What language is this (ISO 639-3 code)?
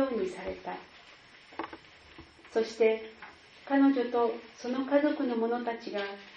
jpn